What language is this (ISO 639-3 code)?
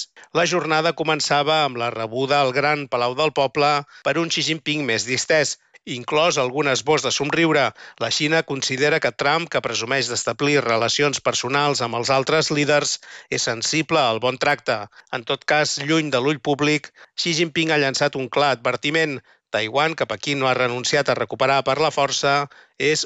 cat